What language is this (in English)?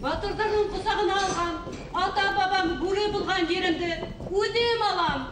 Bashkir